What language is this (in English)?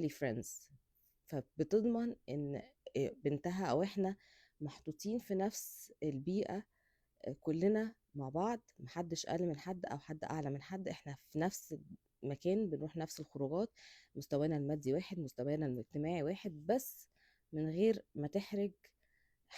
Egyptian Arabic